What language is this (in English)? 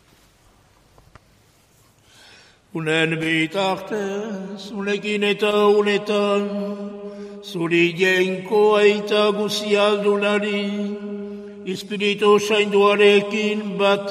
Basque